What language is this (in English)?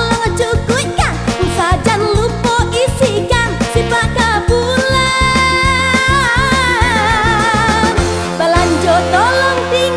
Minangkabau